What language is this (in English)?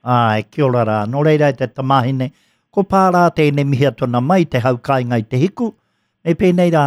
Māori